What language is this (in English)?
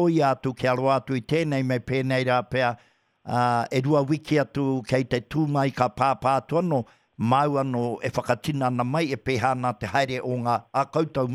Māori